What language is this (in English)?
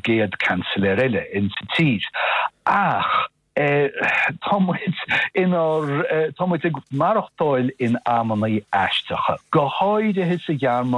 Irish